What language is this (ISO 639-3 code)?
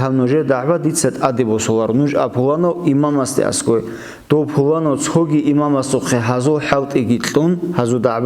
ava